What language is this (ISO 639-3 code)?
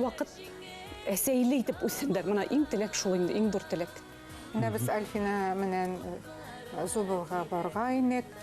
bak